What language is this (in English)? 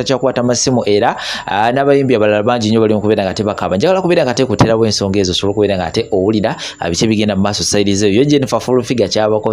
Ganda